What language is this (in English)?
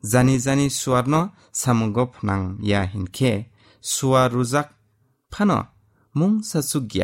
Kok Borok